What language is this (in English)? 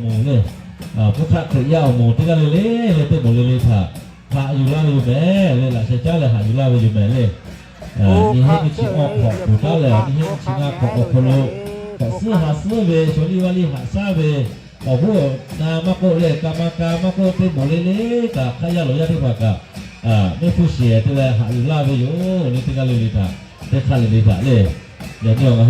Lahu